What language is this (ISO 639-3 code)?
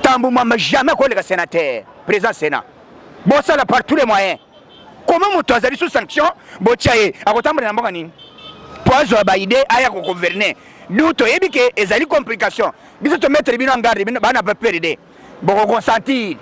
lin